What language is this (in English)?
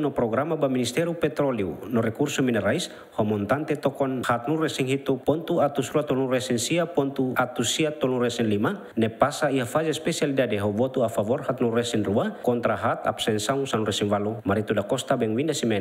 Tetum